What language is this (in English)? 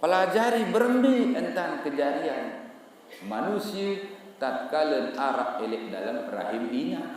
Sasak